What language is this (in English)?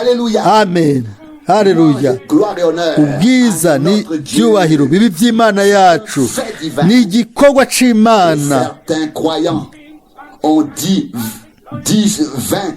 Rundi